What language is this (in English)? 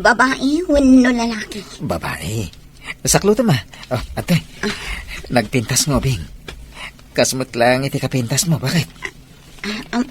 Iloko